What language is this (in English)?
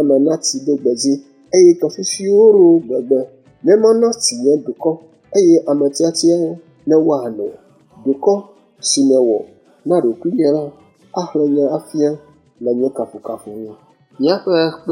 Ewe